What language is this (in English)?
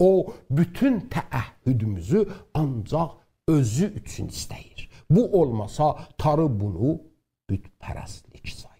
South Azerbaijani